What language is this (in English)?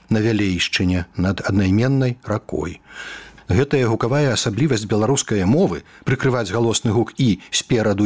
Belarusian